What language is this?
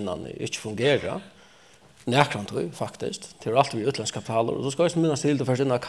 Faroese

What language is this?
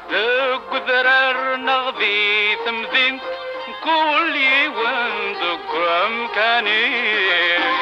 Kabyle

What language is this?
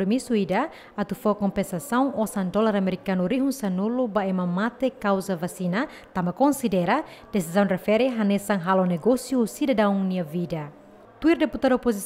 Tetum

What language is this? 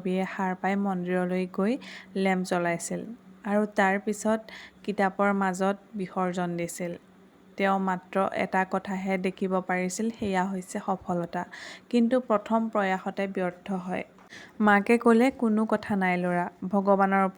Assamese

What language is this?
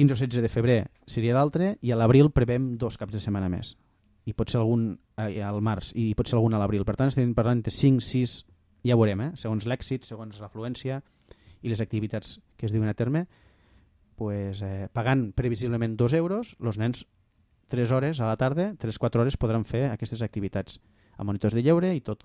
Catalan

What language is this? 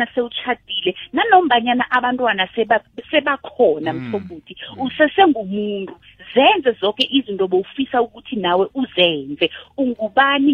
South Ndebele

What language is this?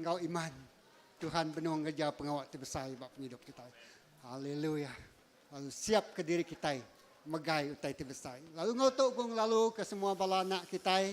Iban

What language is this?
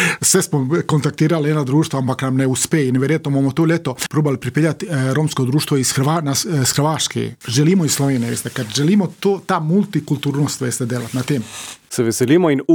Slovenian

